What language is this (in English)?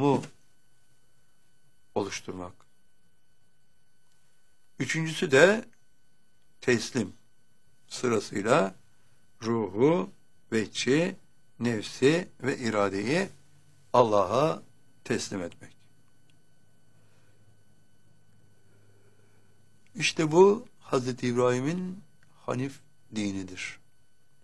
Turkish